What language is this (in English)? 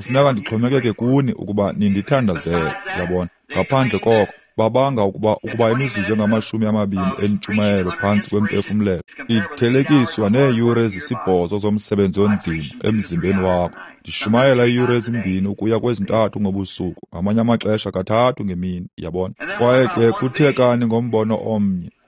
Xhosa